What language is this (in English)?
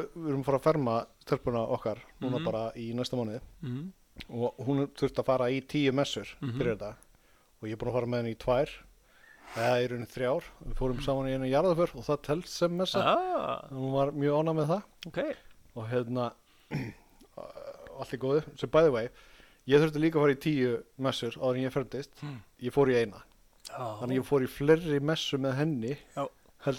Icelandic